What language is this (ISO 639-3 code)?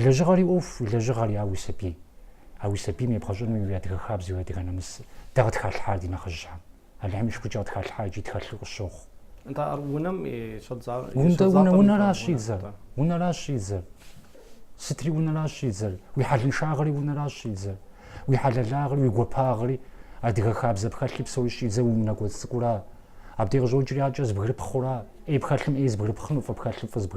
kbd